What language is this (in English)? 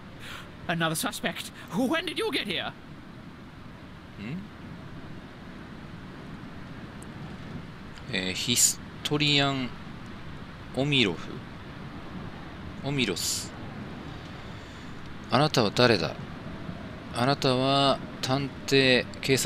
Japanese